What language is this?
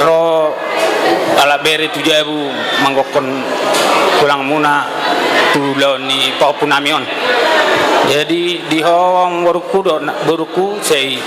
Batak Toba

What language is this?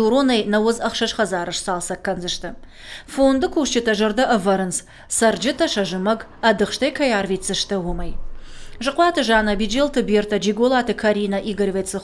Ossetic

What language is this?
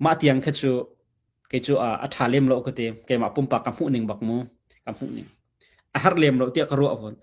Hakha Chin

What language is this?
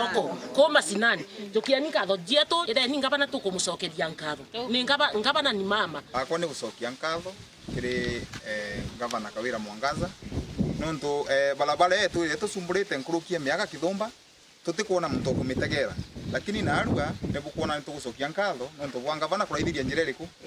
Meru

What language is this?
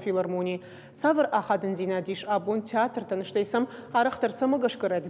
Ossetic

